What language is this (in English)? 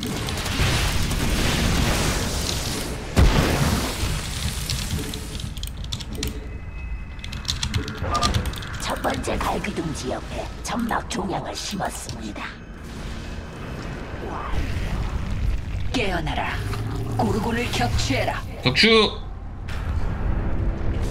Korean